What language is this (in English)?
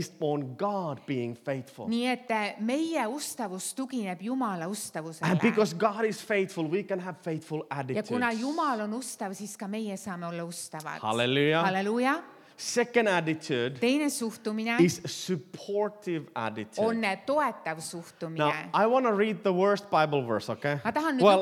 Estonian